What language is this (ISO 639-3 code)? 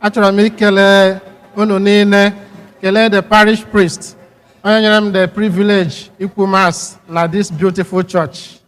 ibo